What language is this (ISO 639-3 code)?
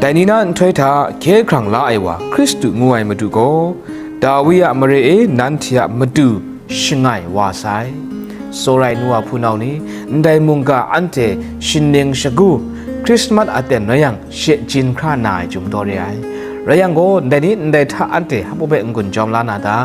kac